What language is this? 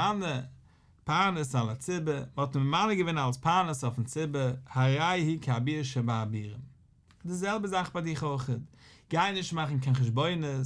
Yiddish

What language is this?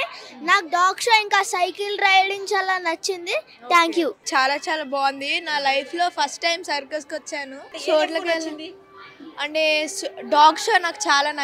Telugu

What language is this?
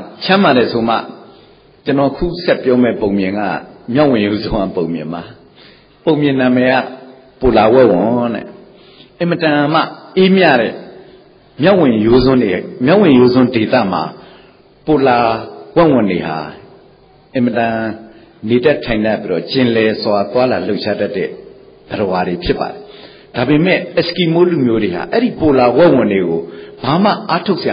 Burmese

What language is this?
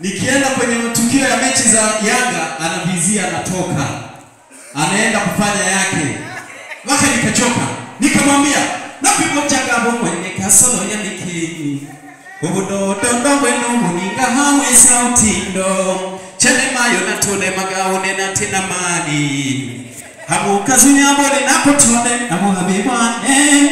Swahili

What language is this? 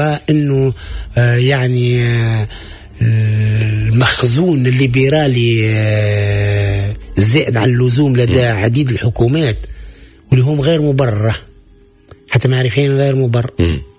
Tunisian Arabic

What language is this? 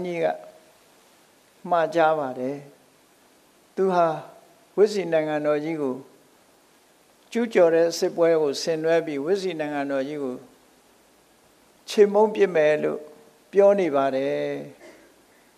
Burmese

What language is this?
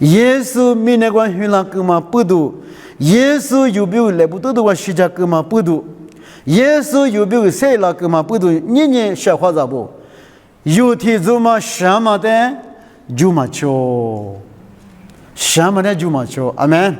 Lisu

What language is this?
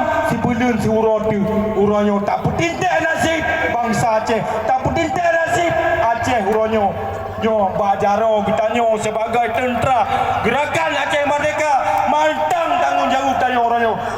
Achinese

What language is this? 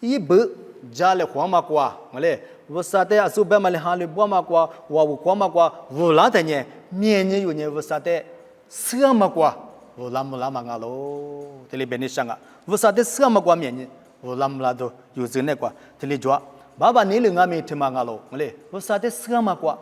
Lisu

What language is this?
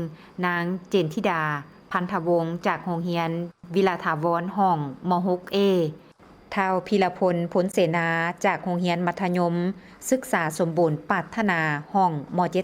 Lao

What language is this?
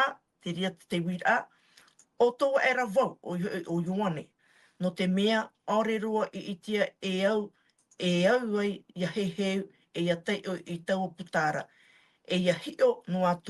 Tahitian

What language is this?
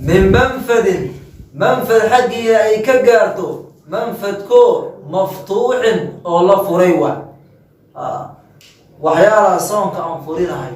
Somali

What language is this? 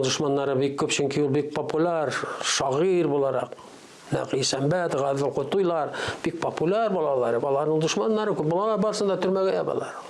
Tatar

